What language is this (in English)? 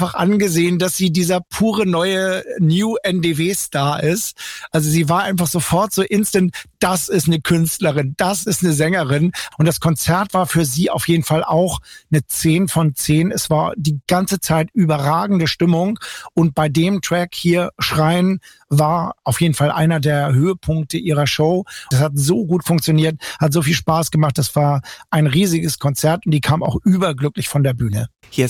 German